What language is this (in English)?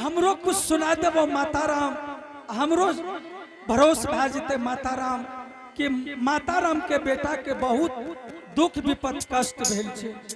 Angika